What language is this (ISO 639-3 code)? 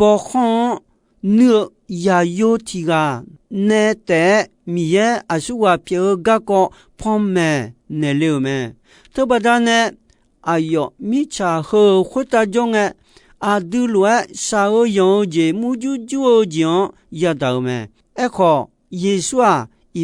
ahk